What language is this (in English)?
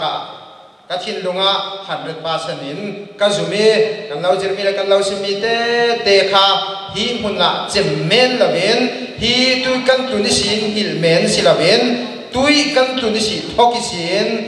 Falam Chin